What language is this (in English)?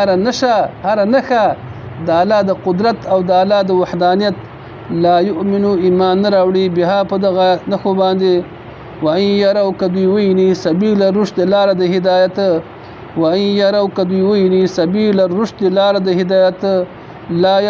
Pashto